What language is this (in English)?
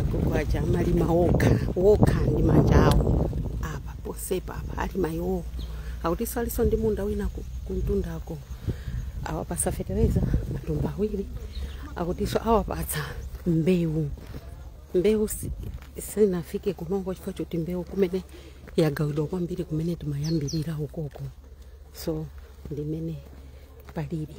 Nyanja